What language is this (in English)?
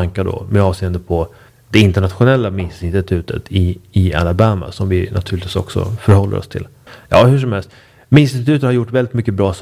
Swedish